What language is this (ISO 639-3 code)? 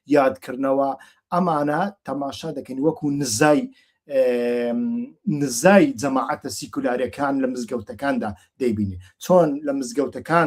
ckb